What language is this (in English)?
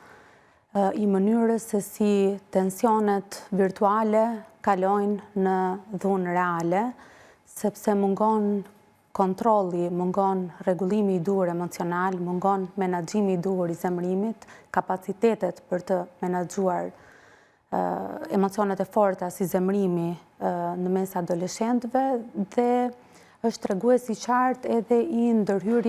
Albanian